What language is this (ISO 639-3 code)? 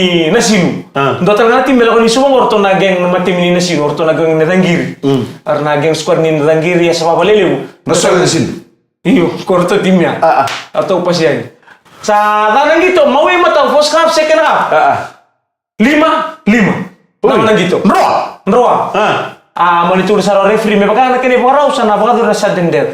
fij